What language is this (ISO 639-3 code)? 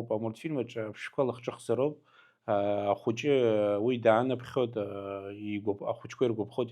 abk